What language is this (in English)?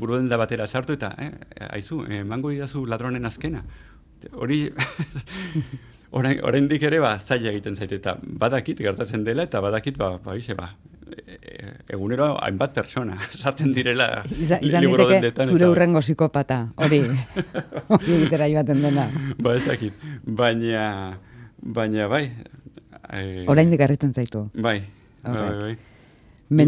Basque